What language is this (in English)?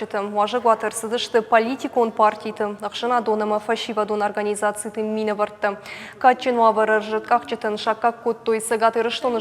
Ossetic